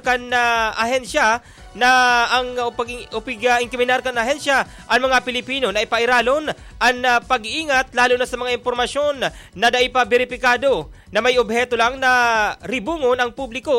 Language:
Bikol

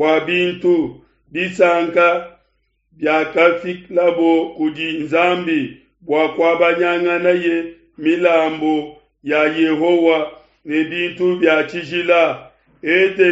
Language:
Luba-Lulua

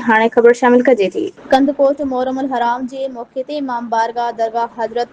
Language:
Sindhi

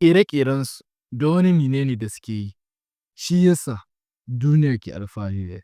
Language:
Hausa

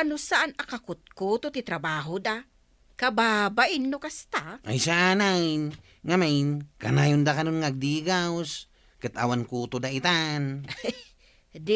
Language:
Iloko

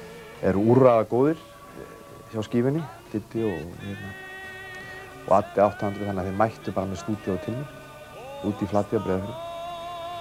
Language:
Icelandic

